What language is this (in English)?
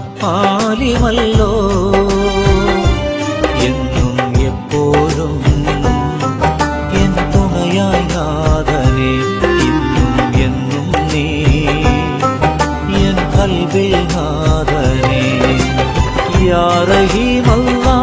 Malayalam